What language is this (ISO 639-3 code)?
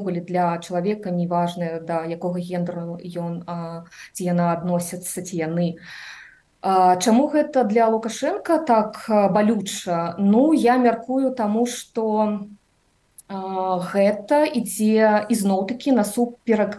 bel